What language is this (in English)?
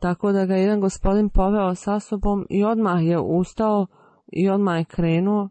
Bosnian